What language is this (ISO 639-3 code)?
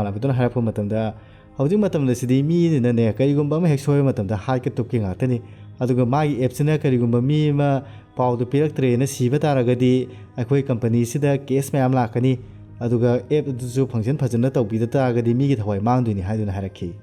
mni